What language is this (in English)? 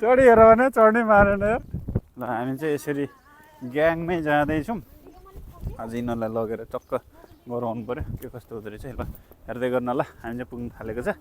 Nepali